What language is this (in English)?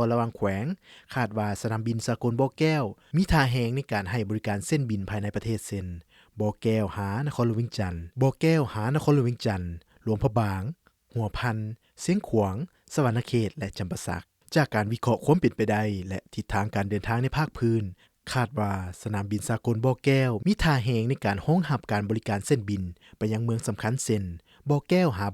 Lao